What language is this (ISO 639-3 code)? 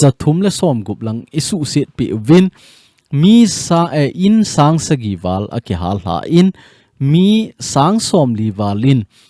tcz